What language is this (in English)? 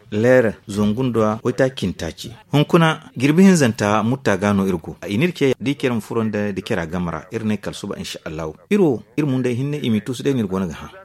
Zarma